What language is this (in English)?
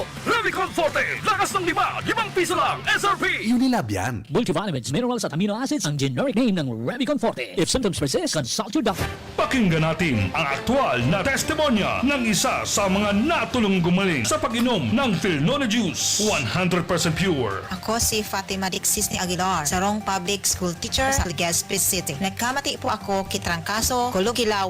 Bikol